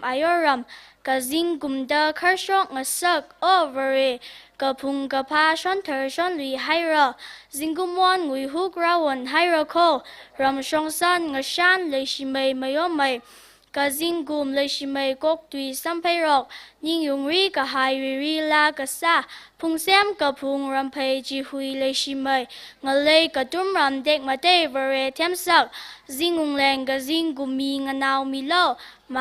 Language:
Tangkhul Naga (India)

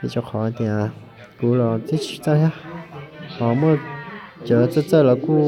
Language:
Hmong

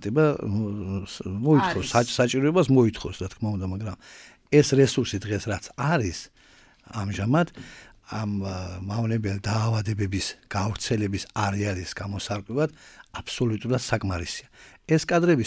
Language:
Georgian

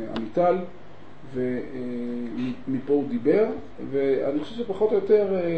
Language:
Hebrew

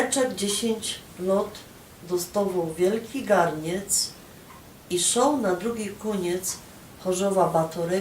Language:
Silesian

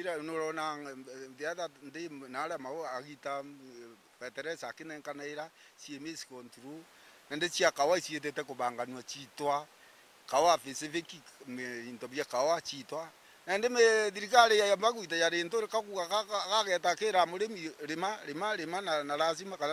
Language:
Meru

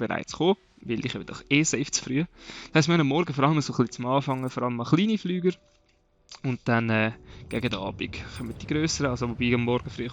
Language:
Swiss German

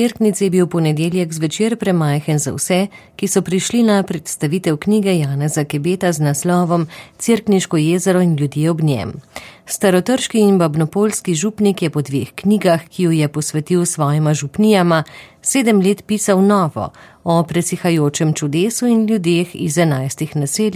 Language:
Slovenian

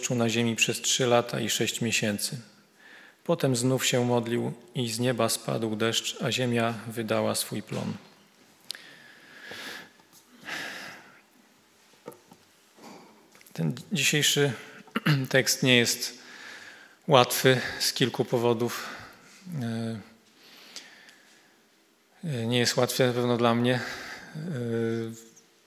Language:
Polish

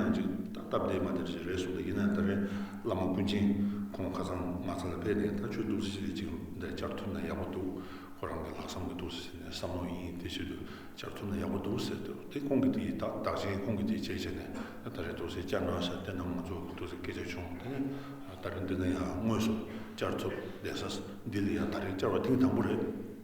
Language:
Tibetan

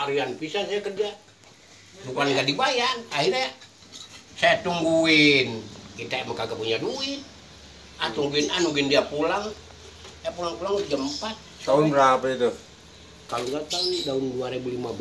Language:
Betawi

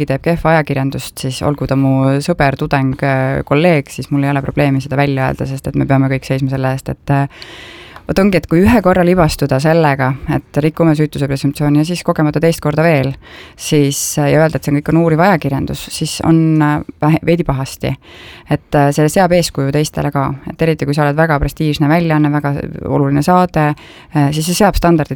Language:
Estonian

